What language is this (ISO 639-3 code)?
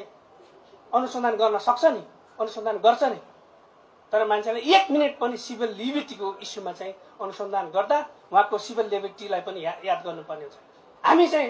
nep